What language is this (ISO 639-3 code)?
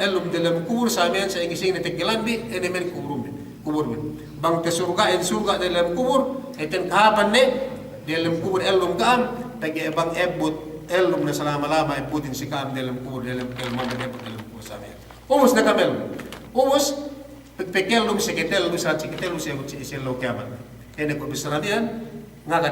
yka